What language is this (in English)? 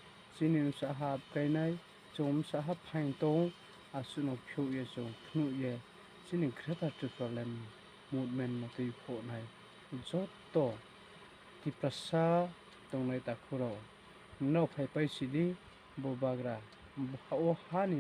Riang (India)